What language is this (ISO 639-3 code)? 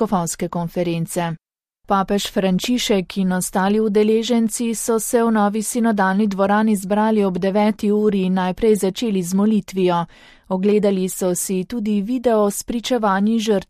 slv